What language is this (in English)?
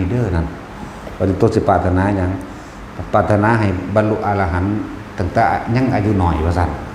Northeastern Thai